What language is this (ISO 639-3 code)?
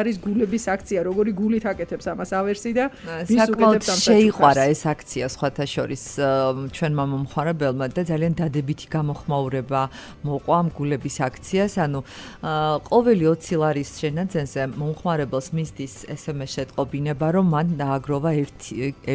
kat